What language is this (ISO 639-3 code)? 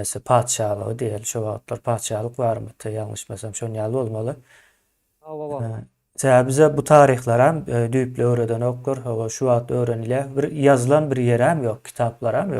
tuk